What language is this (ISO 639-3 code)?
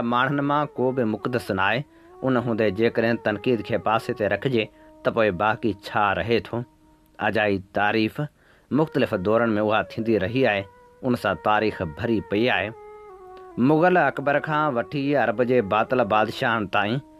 snd